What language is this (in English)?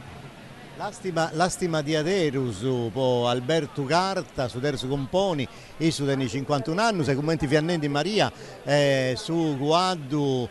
Sardinian